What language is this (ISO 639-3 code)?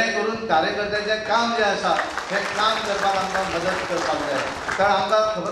kok